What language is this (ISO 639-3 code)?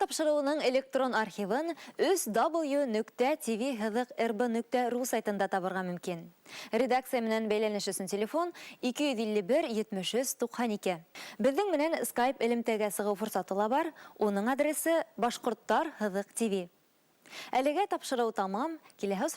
bak